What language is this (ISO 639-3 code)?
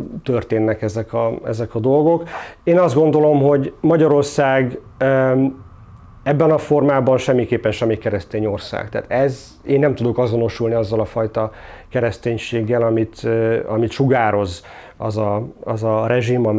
hun